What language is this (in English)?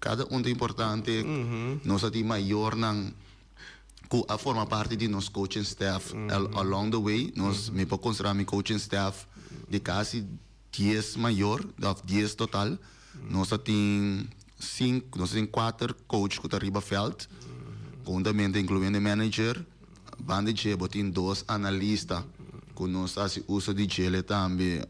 Papiamento